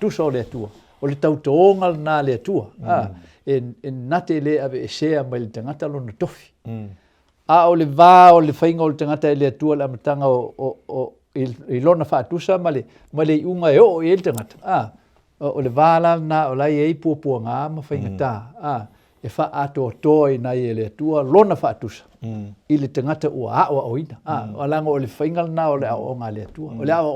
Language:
Samoan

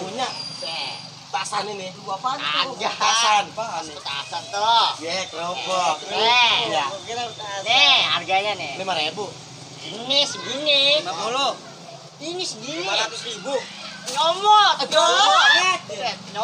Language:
Betawi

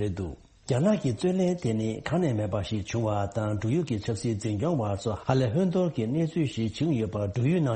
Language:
Tibetan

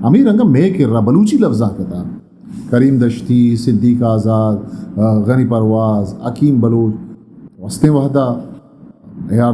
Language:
Eastern Balochi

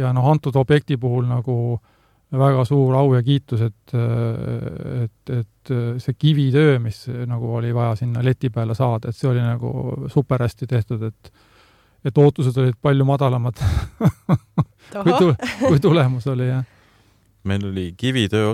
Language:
Estonian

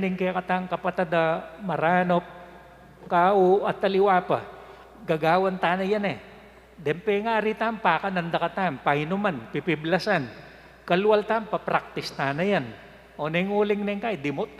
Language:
Pampanga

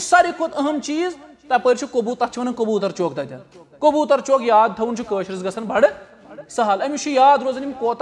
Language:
Kashmiri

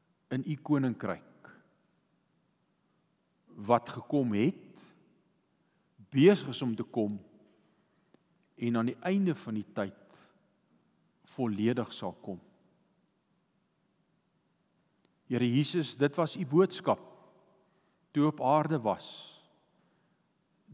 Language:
Afrikaans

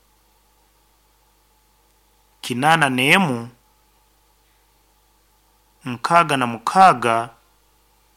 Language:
Nyoro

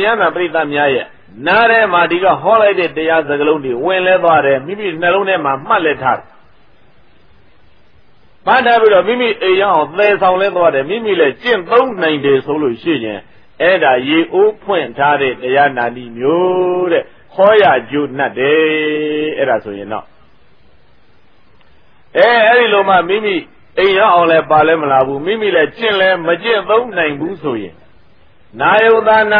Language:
Burmese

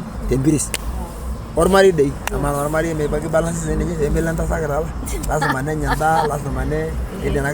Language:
Masai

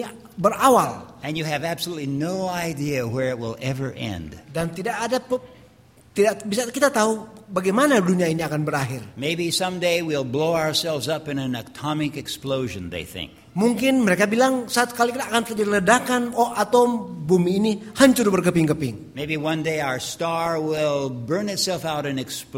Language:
Indonesian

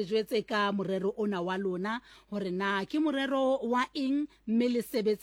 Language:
Southern Sotho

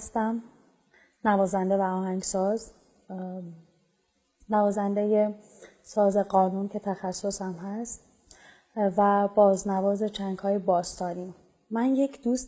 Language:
Persian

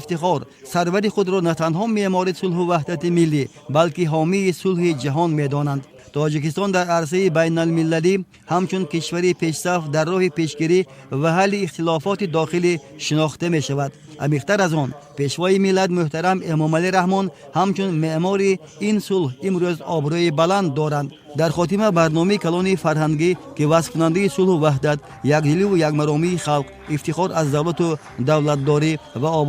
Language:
Tajik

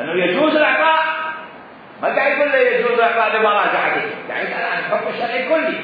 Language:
Mesopotamian Arabic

